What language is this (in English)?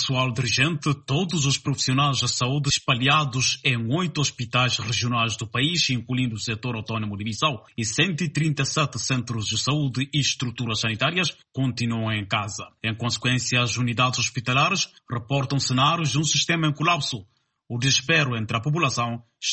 Portuguese